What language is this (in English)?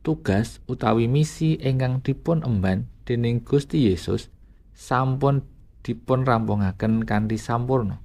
Javanese